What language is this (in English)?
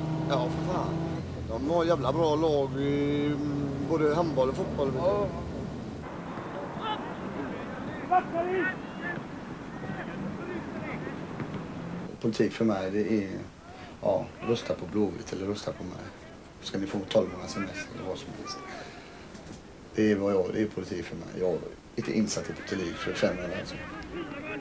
Swedish